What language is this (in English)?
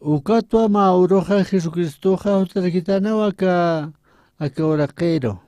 Aymara